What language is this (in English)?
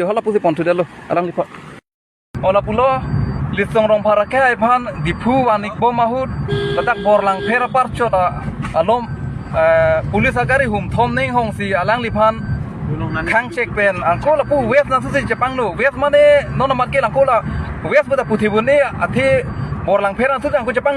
Karbi